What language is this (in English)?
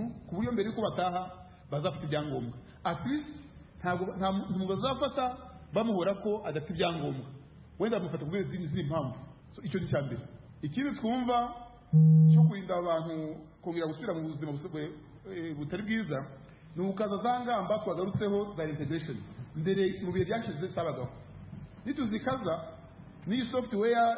Kinyarwanda